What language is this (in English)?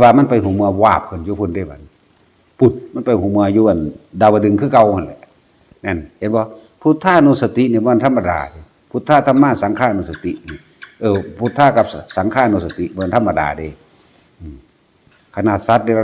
Northeastern Thai